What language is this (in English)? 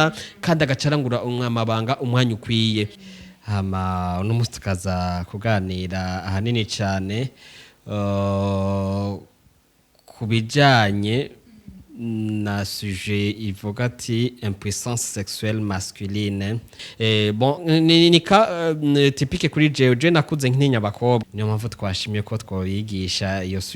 Rundi